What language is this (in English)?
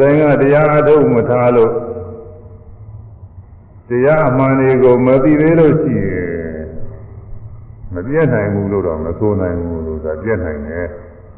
Burmese